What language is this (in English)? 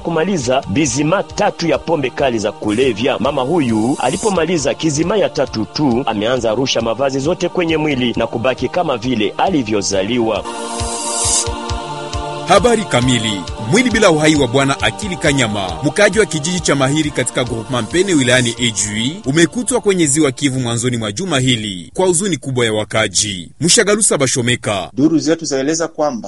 Swahili